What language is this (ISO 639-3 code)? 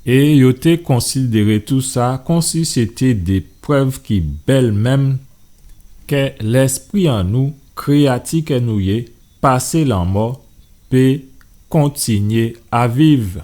gcf